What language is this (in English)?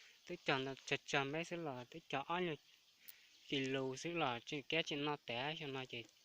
Hmong